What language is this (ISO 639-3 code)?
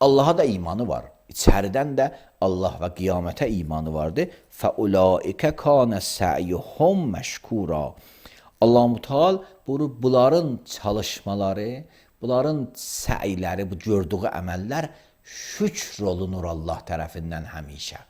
aze